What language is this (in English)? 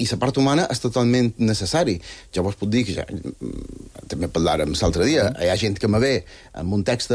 Catalan